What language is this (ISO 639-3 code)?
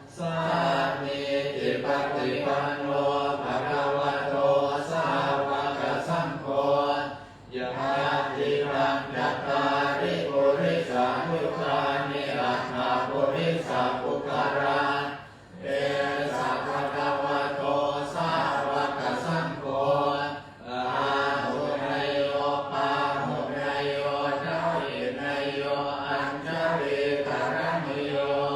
pli